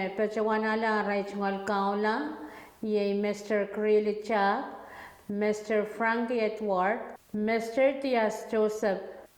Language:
Pohnpeian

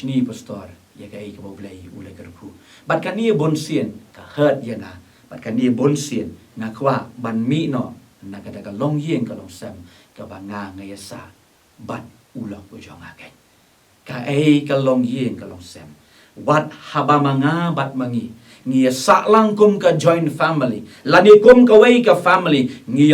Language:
Khasi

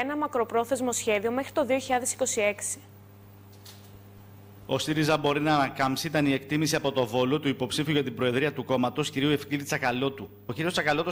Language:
Greek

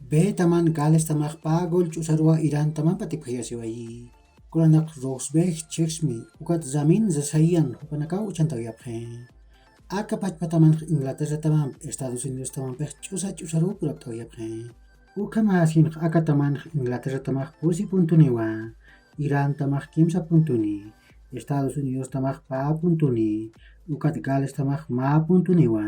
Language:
Aymara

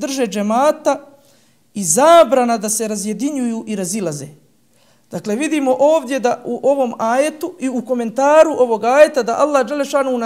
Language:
Bosnian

